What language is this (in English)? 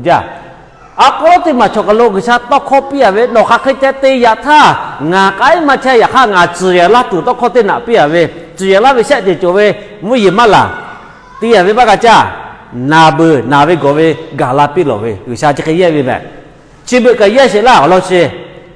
Lahu